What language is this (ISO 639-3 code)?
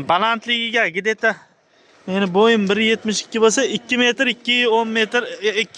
uzb